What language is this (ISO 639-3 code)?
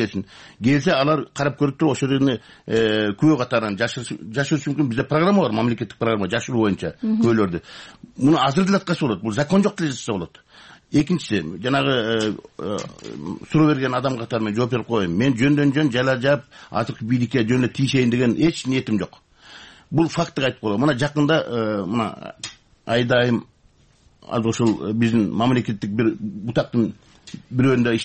kir